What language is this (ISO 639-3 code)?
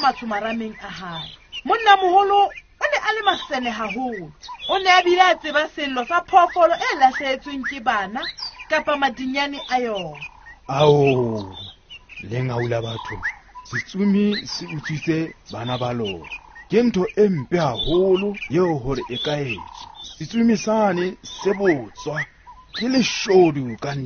sot